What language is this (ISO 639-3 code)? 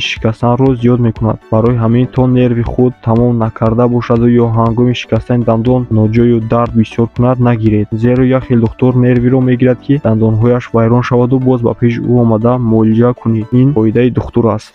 tgk